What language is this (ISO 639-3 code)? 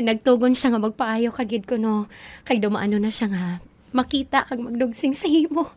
hil